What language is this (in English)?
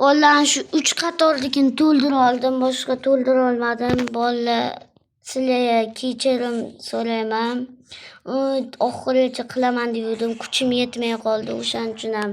Uzbek